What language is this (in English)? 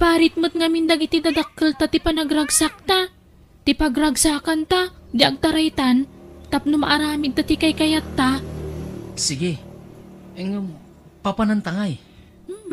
Iloko